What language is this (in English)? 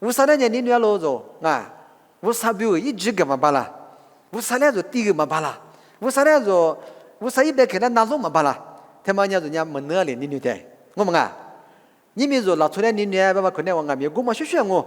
Lisu